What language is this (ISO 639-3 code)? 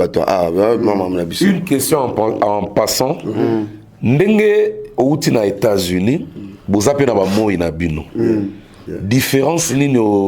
lin